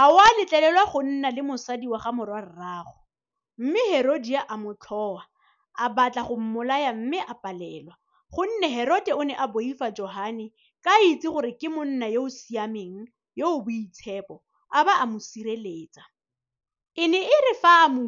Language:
Tswana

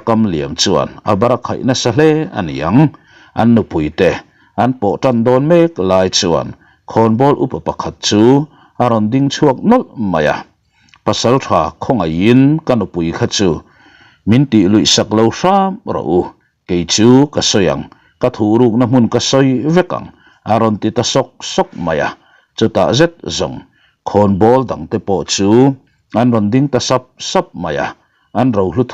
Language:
Mizo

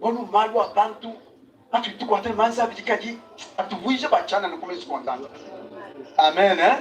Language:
Luba-Lulua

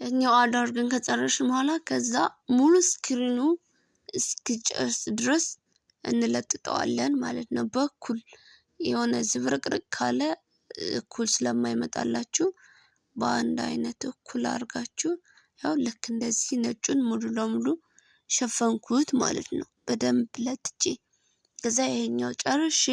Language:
Amharic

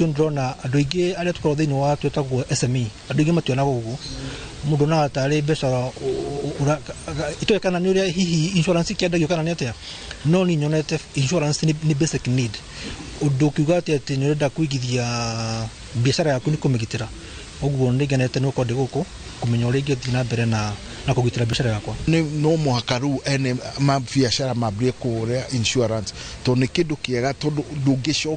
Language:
Kikuyu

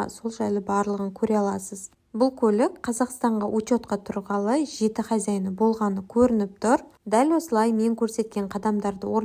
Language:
Kazakh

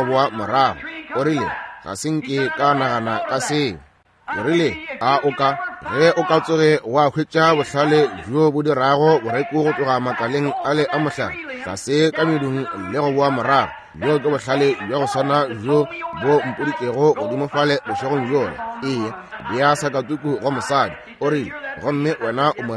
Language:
Northern Sotho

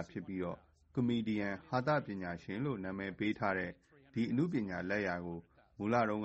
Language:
Burmese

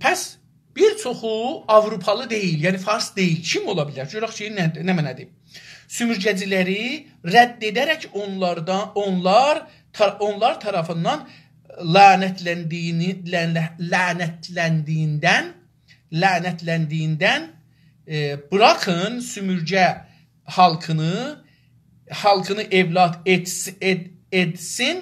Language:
South Azerbaijani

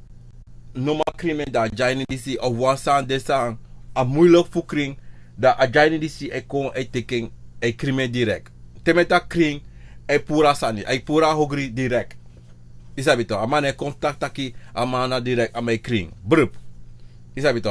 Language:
Sranan Tongo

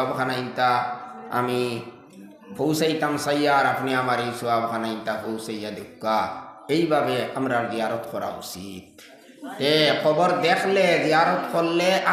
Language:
Sylheti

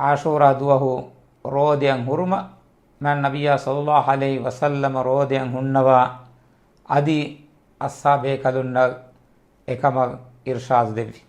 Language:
Divehi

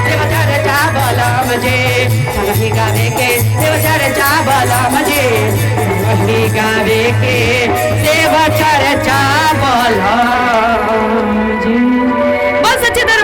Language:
Magahi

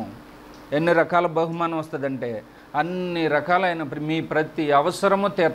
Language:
Telugu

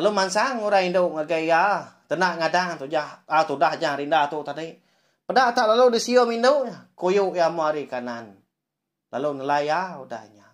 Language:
Iban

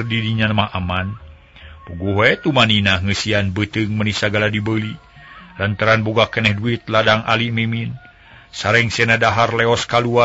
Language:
Sundanese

